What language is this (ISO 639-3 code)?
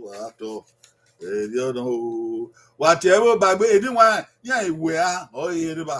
bin